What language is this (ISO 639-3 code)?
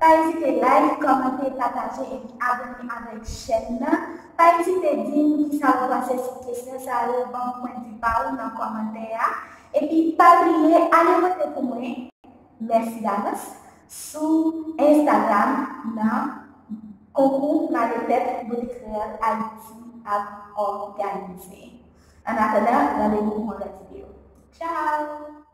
hat